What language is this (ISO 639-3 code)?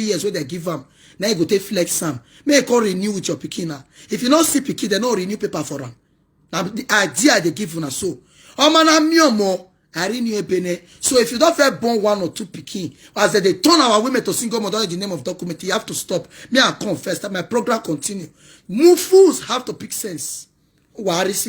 pcm